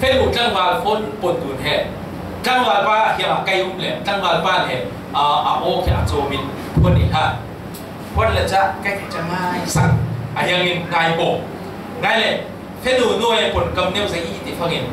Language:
Falam Chin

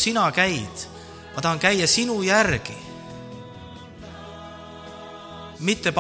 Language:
Estonian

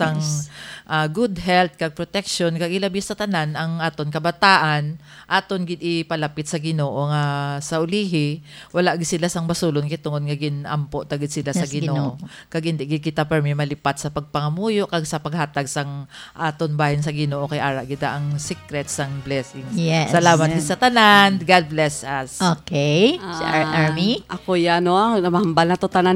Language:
Hiligaynon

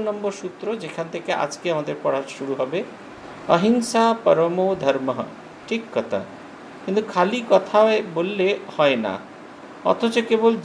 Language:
Bangla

